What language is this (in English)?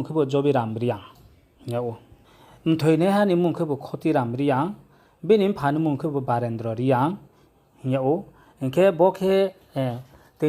Riang (India)